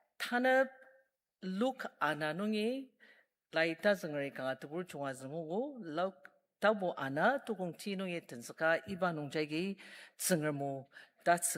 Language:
Ao Naga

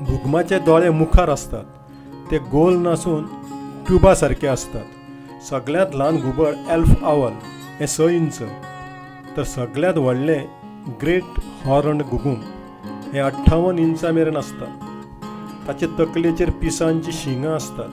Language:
Konkani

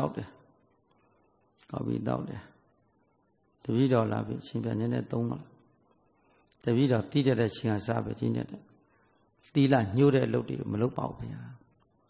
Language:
Burmese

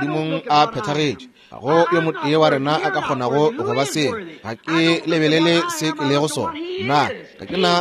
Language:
Northern Sotho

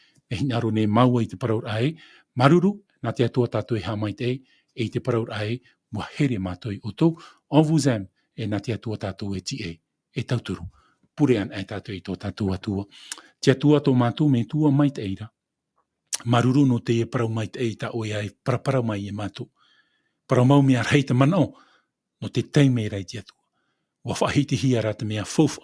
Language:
Tahitian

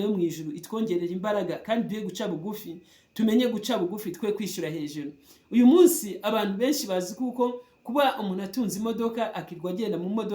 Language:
Kinyarwanda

